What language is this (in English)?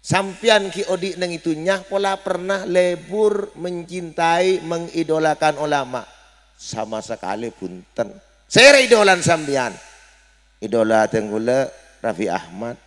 Madurese